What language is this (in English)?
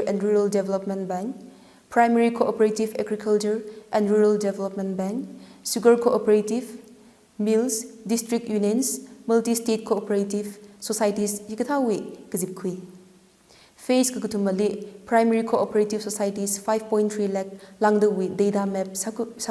Tangkhul Naga (India)